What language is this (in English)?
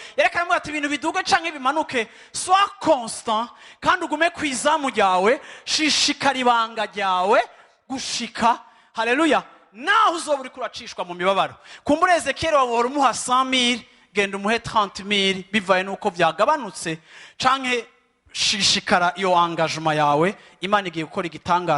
Rundi